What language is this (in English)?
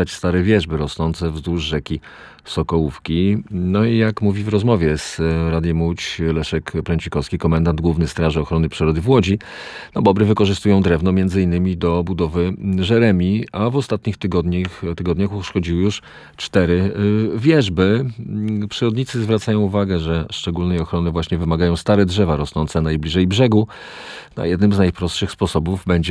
Polish